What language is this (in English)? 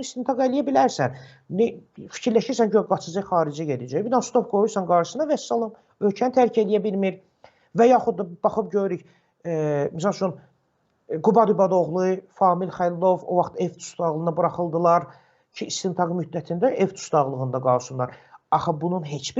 Azerbaijani